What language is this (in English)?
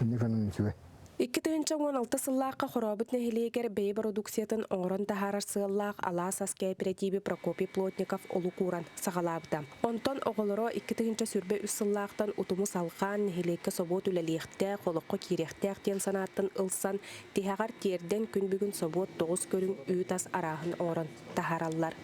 Yakut